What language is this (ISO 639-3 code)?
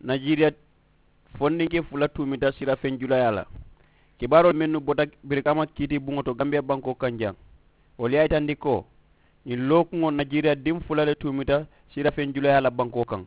man